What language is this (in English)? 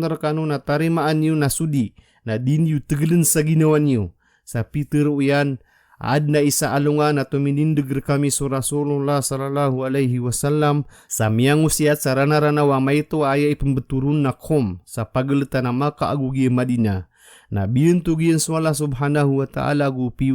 Maranao